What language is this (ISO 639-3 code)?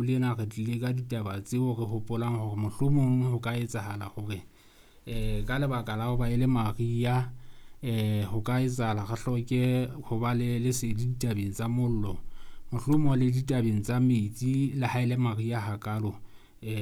sot